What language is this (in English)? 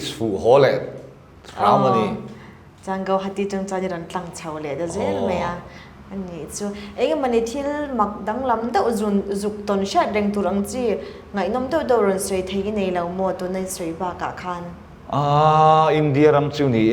Mizo